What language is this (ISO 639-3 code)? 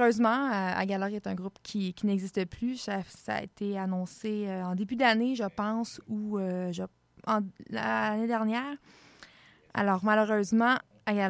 fra